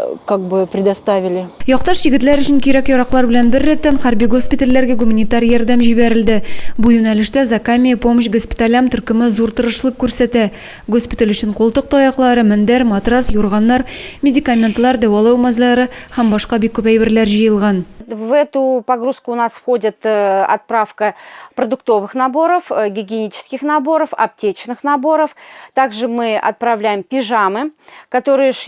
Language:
Tatar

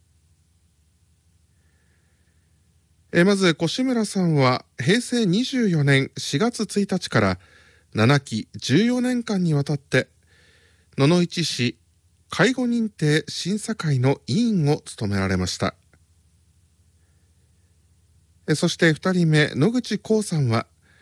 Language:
Japanese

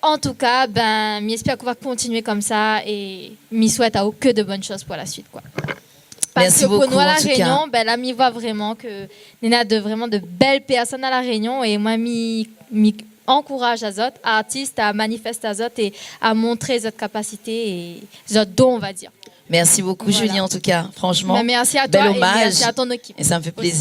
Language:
Réunion Creole French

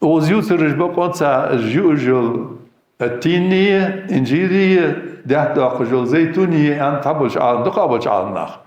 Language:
Ingush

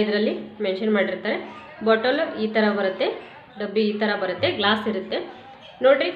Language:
Kannada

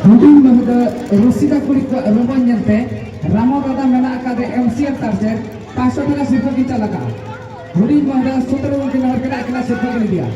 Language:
Santali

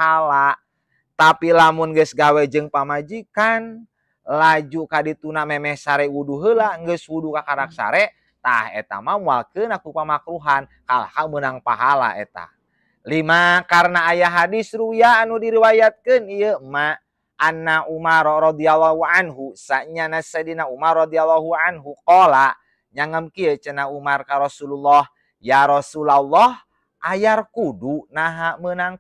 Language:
Sundanese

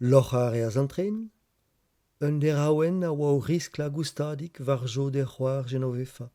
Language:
Breton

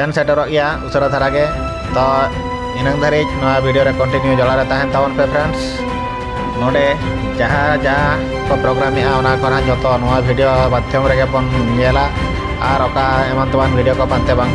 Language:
Santali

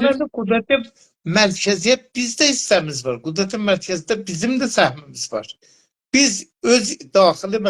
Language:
South Azerbaijani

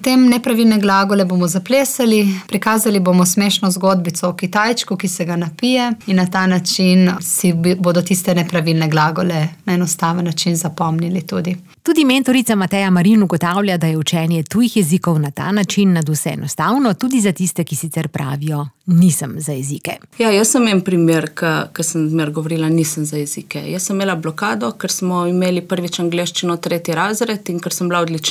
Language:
Slovenian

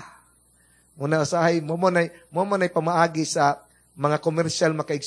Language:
Cebuano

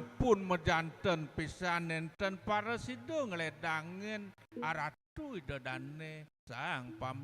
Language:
Balinese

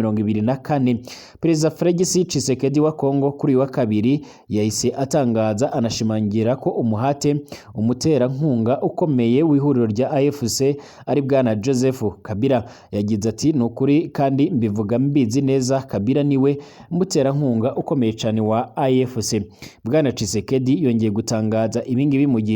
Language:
Rundi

